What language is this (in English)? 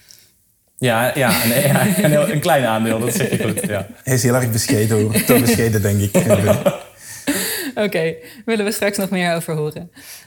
Dutch